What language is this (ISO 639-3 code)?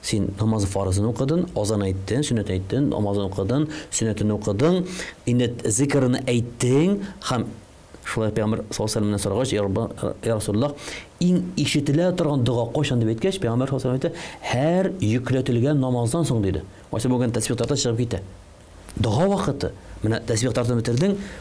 tat